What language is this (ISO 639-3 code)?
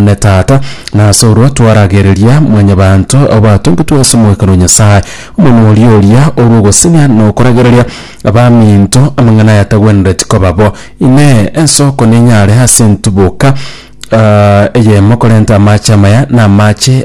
guz